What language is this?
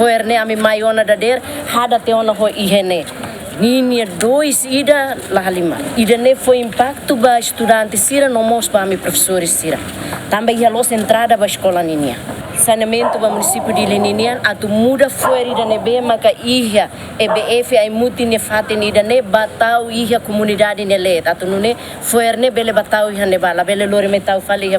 Tetum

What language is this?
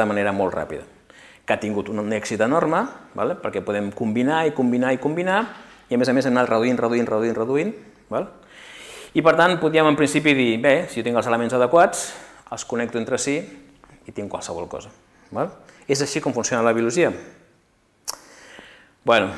Catalan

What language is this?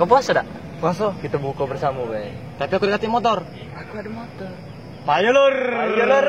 Musi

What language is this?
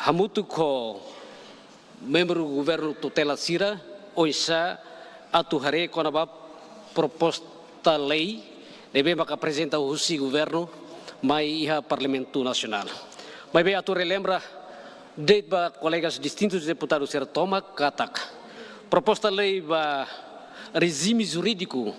Tetum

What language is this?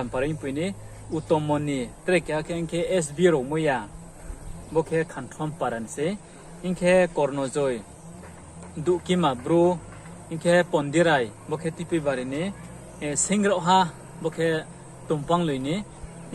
Riang (India)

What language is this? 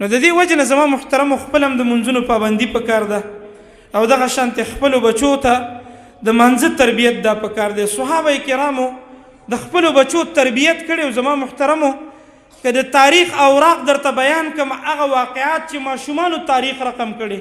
Pashto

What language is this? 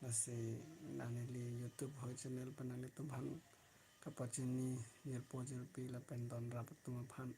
Karbi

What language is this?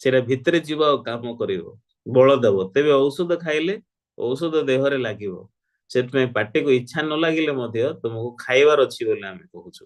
Odia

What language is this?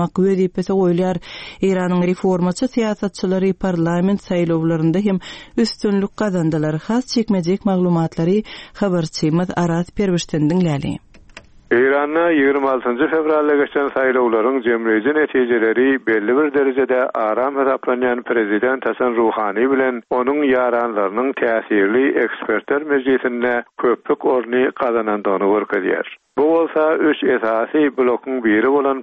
Turkmen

